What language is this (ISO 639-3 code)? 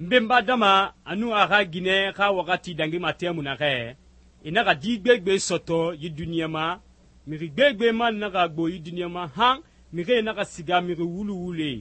sus